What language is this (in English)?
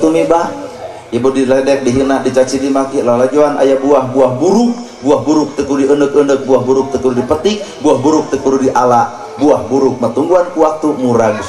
Sundanese